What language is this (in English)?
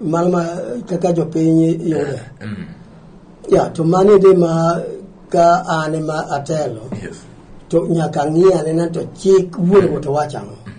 Luo (Kenya and Tanzania)